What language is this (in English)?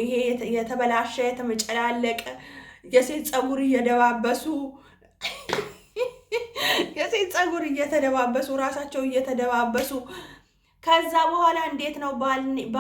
Amharic